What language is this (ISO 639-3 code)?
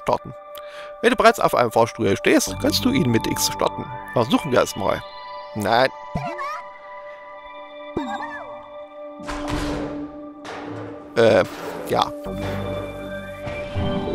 deu